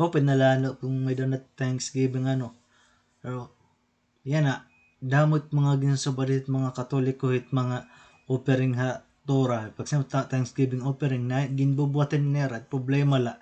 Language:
Waray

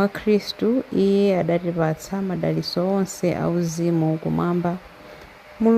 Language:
Nyanja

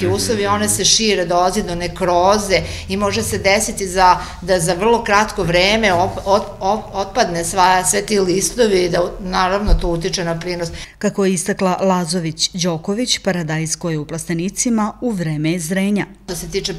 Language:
Serbian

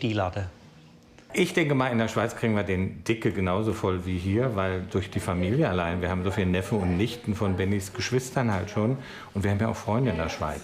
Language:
Swiss German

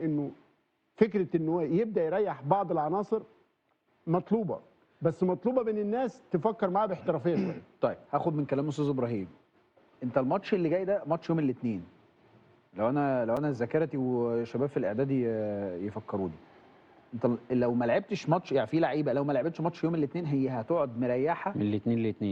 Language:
Egyptian Arabic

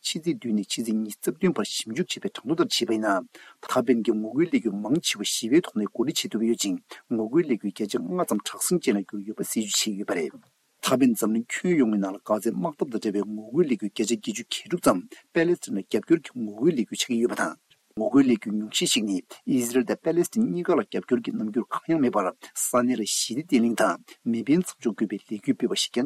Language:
Tibetan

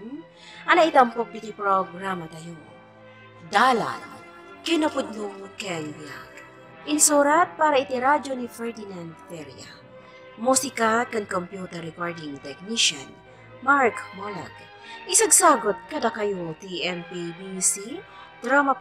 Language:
Iloko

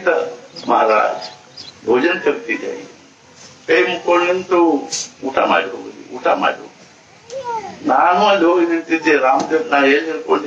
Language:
Kannada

